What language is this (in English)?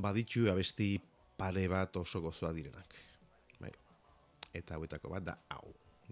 Basque